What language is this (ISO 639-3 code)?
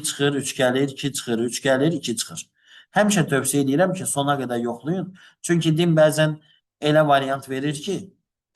aze